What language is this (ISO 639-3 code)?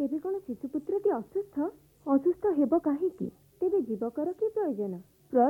ori